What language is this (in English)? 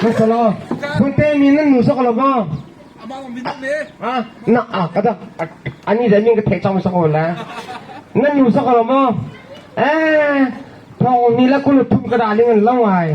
Hakha Chin